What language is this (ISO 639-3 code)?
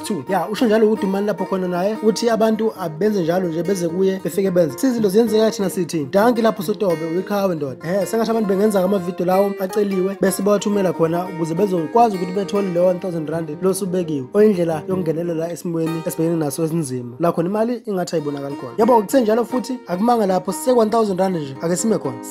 zul